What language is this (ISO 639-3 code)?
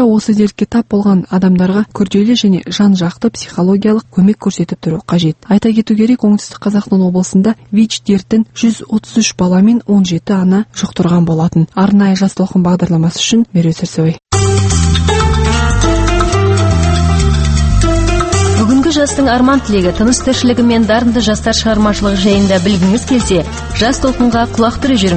kaz